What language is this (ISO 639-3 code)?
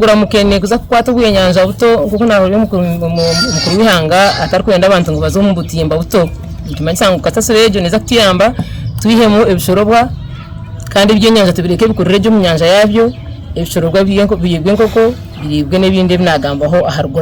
nyn